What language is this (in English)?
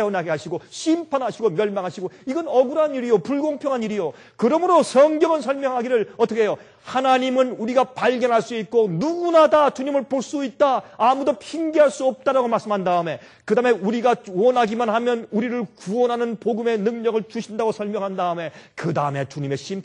Korean